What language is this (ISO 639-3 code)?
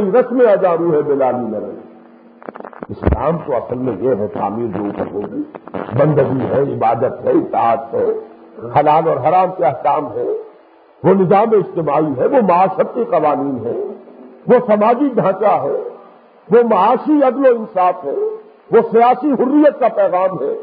urd